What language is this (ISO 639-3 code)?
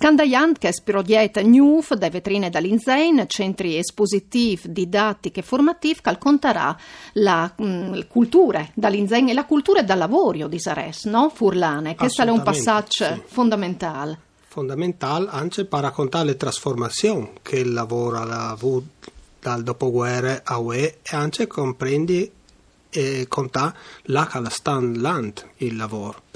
fur